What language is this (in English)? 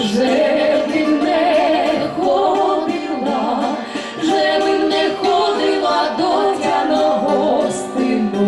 Rusyn